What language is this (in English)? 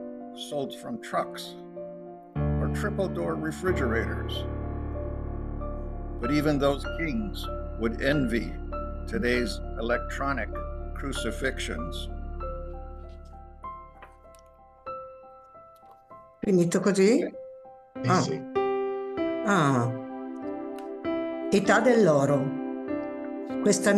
Italian